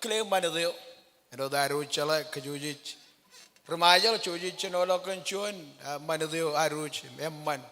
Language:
Marshallese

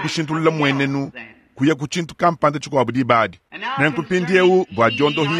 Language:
Luba-Lulua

